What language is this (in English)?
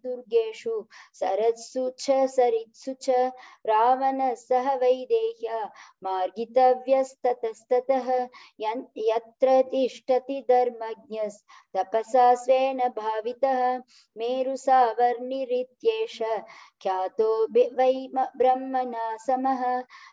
Sanskrit